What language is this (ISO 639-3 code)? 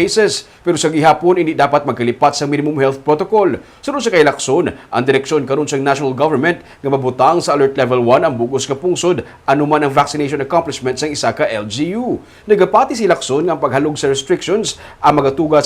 hil